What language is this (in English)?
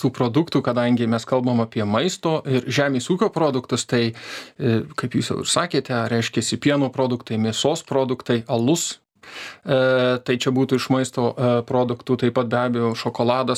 Lithuanian